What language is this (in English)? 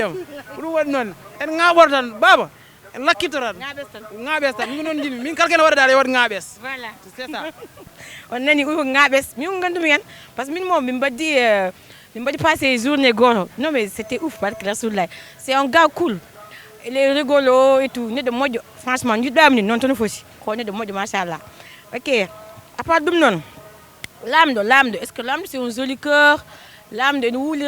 Fula